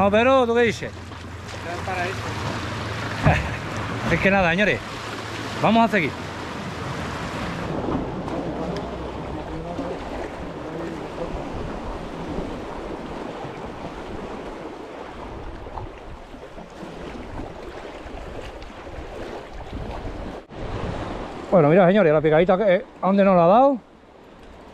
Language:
Spanish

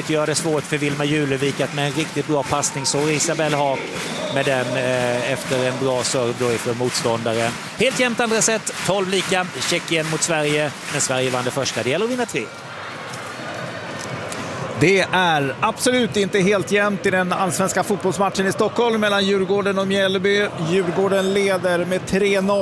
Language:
Swedish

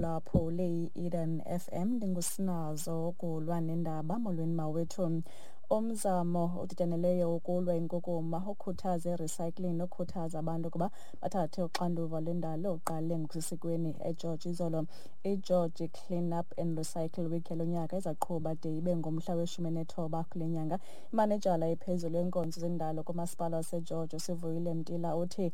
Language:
Xhosa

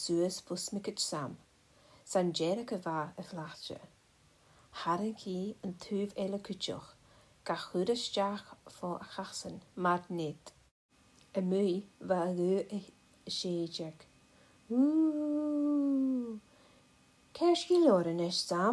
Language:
Scottish Gaelic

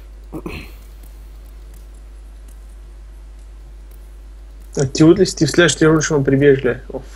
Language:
Bulgarian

